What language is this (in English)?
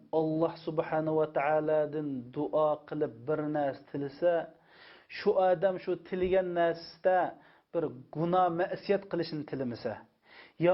Uyghur